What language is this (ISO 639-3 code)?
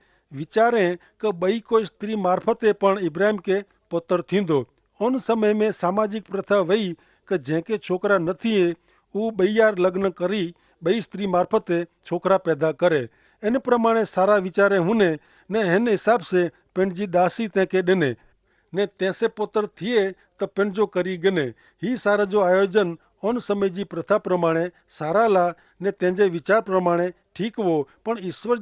kfr